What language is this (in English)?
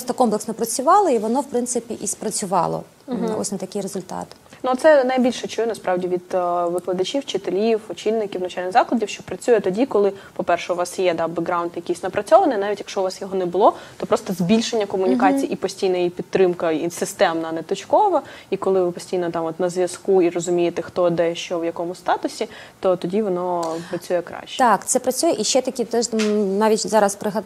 Ukrainian